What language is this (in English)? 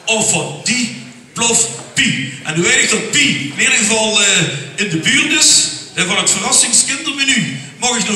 Limburgish